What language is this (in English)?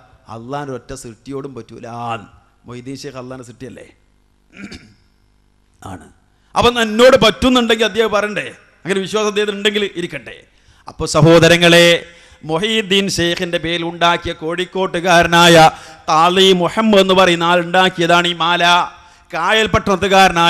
Malayalam